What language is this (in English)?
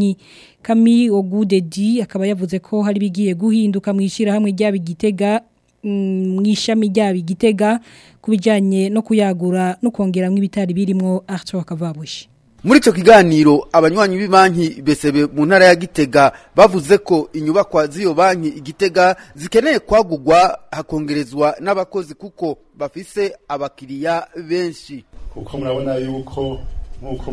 Rundi